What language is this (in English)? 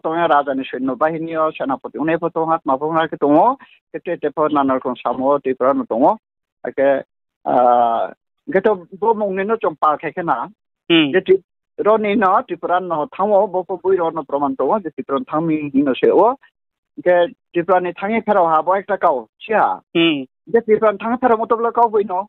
Riang (India)